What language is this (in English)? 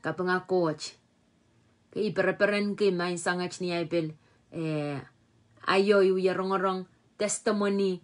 Pohnpeian